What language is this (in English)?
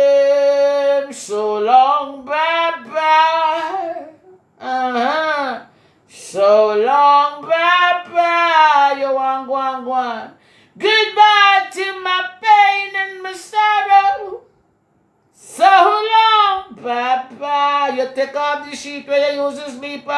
Jamaican Creole English